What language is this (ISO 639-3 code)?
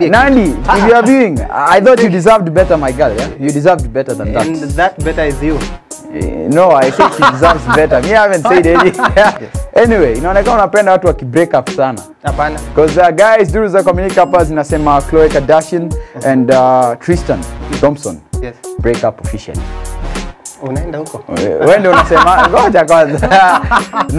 swa